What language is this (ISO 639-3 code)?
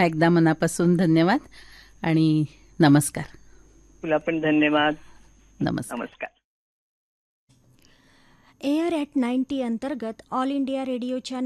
mar